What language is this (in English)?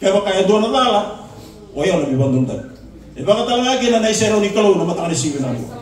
Fijian